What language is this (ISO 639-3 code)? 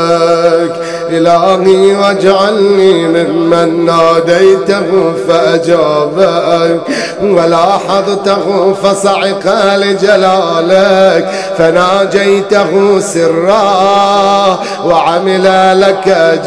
ara